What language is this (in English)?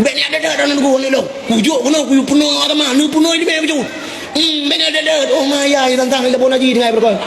Achinese